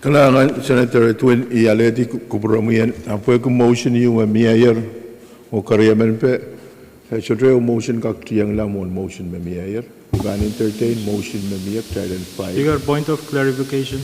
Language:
Pohnpeian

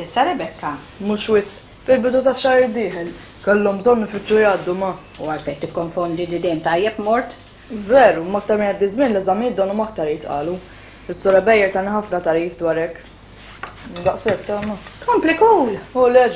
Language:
Maltese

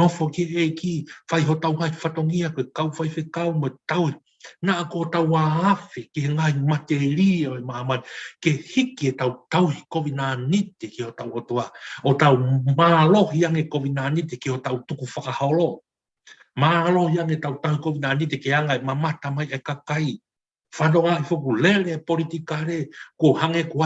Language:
Tongan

